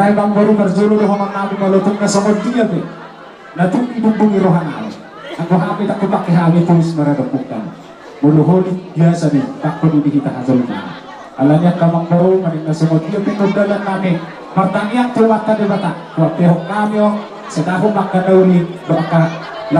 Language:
Batak Toba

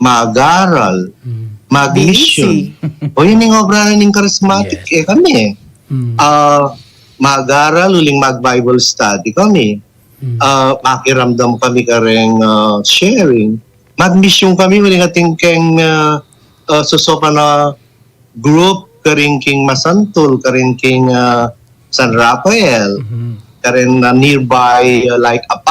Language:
Pampanga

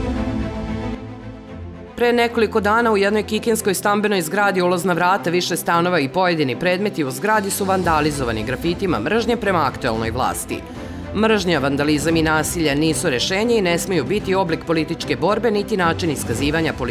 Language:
Serbian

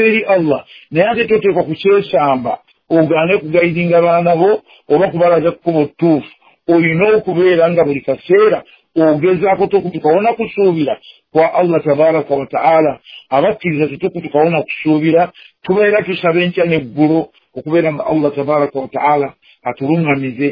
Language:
Ganda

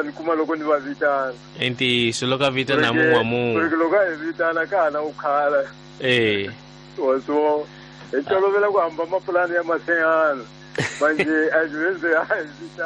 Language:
Tsonga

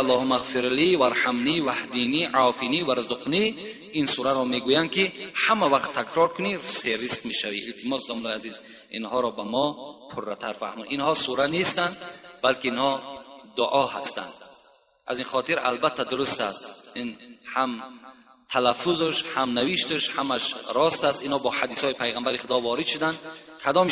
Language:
Tajik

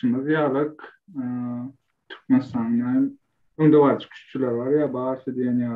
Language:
Turkmen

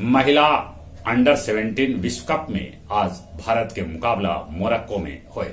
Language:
Magahi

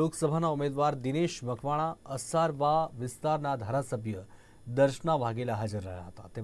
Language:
Gujarati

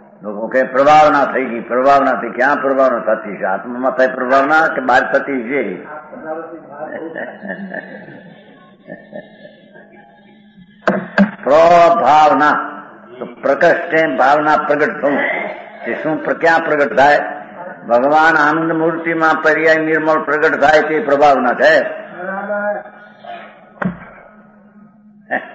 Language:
Gujarati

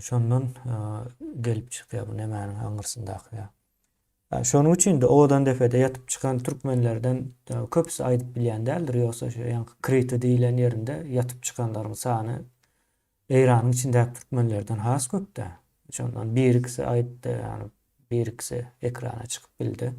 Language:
Turkmen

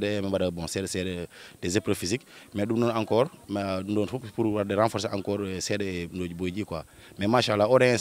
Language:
Fula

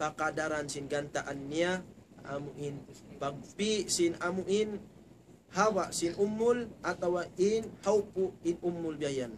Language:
Tausug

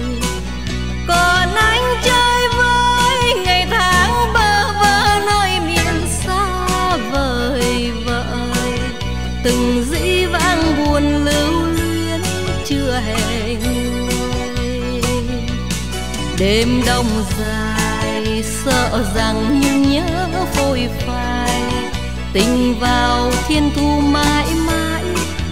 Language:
Vietnamese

